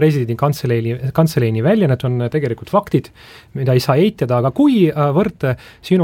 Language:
Estonian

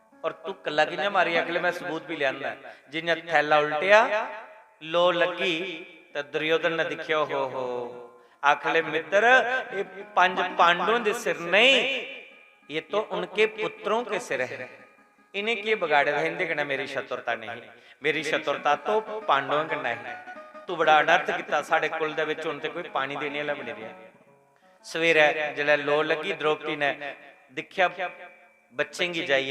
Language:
Dogri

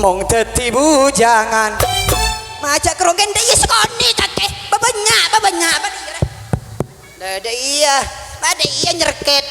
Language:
Madurese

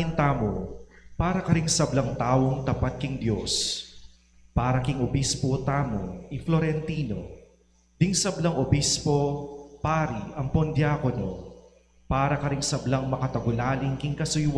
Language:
Pampanga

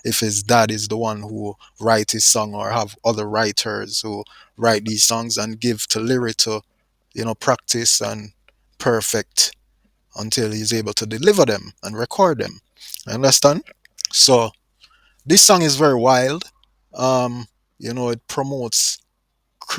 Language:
Jamaican Creole English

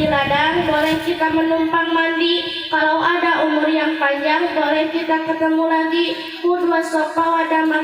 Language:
Sundanese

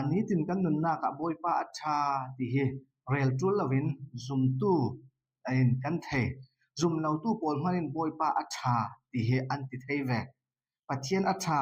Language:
Falam Chin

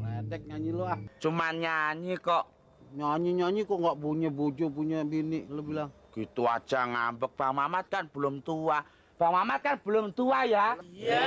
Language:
Betawi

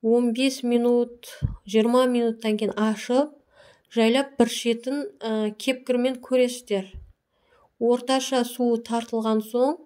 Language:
Kazakh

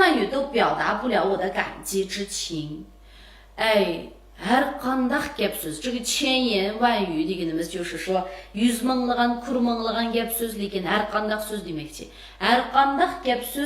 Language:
Uyghur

